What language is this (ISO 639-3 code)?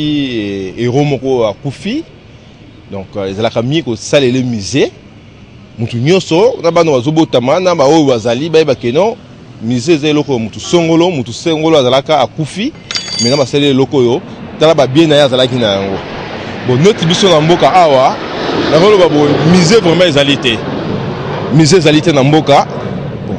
lin